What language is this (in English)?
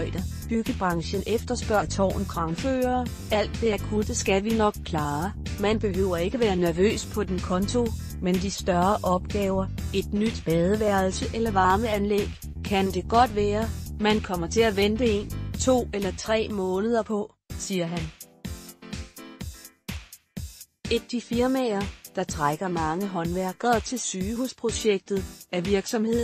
Danish